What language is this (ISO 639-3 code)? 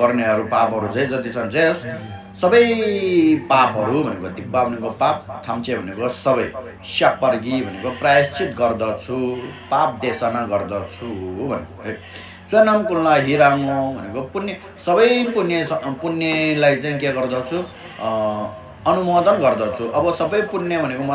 nep